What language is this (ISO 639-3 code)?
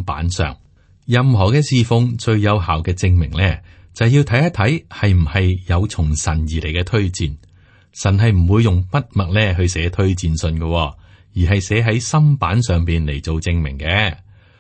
yue